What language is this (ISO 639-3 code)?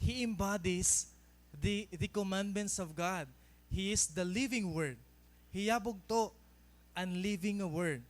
war